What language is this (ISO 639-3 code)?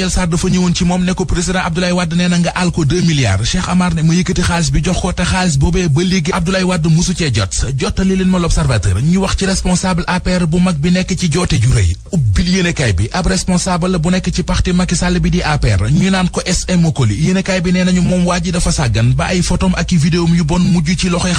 wol